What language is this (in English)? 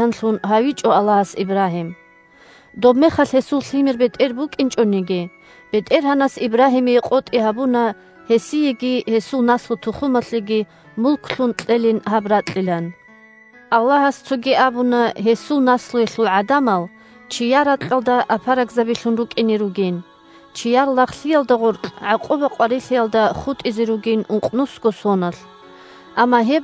Avaric